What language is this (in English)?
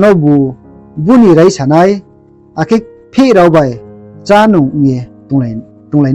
Riang (India)